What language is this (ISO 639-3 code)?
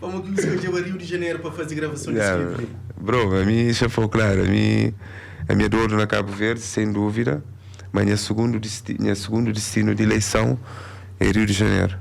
kea